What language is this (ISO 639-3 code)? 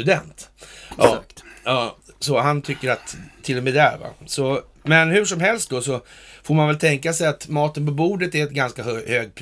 swe